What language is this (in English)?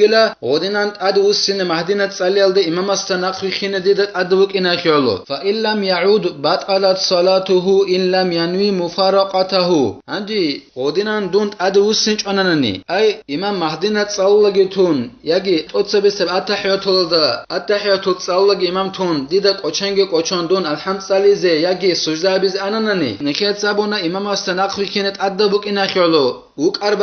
Avaric